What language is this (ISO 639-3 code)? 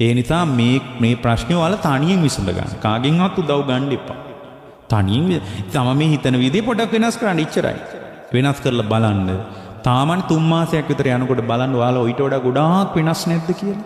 sin